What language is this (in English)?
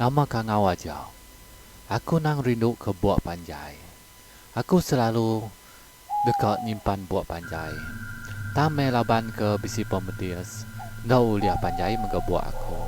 Iban